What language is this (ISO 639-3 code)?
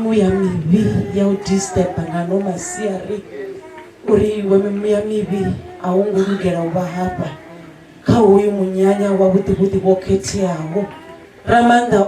ven